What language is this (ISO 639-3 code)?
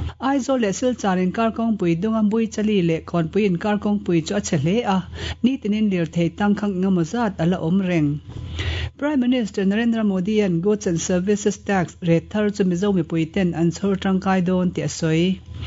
lus